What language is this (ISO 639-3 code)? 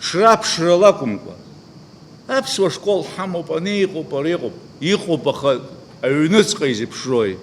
abk